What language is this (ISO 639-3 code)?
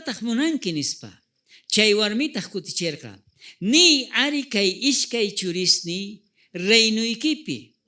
quh